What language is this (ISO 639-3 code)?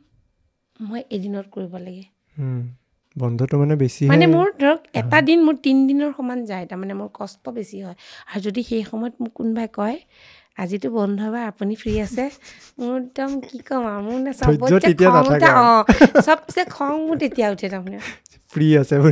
asm